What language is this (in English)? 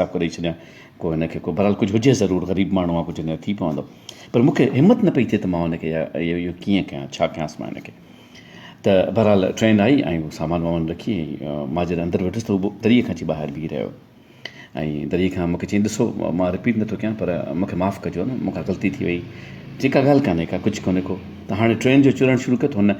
Sindhi